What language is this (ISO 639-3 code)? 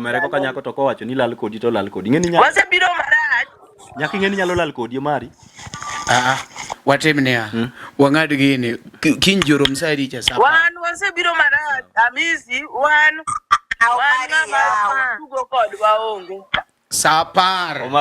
luo